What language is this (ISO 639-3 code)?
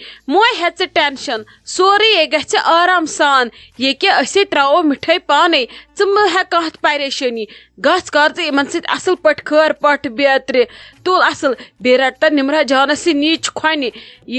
kas